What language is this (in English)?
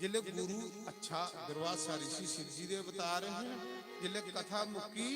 Dogri